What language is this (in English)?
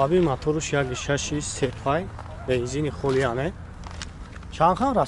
Tajik